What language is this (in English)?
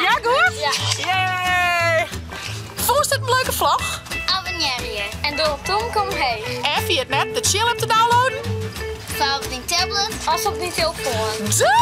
Western Frisian